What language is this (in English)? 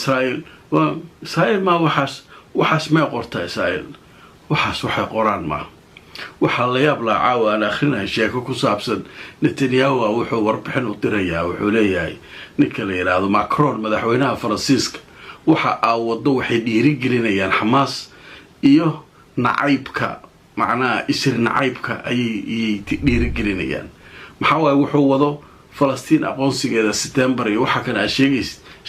Somali